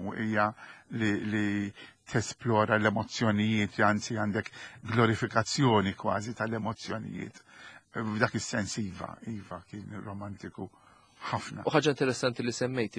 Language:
Maltese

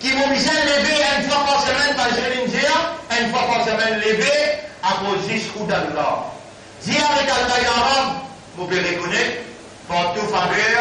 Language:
Morisyen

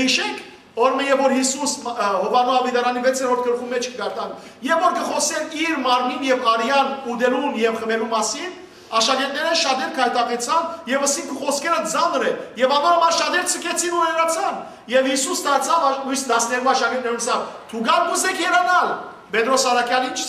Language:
Western Armenian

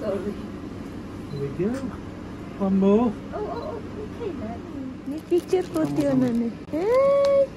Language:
Tetum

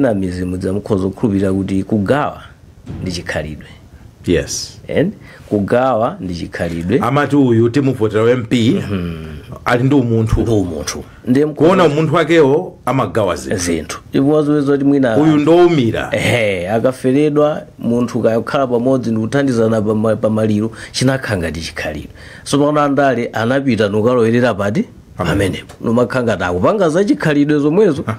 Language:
Nyanja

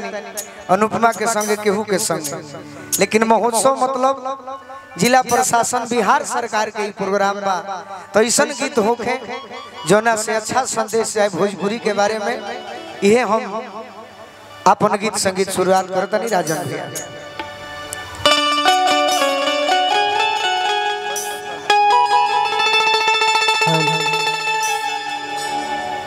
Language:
Bhojpuri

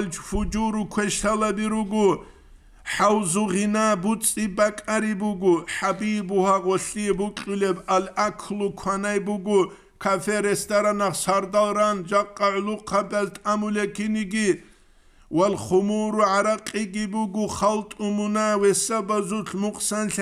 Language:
Avaric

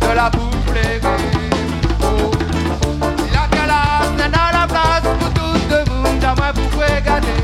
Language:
Réunion Creole French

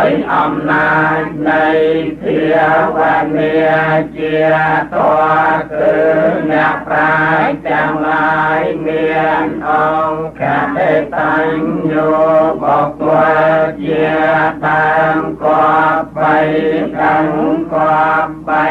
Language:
Khmer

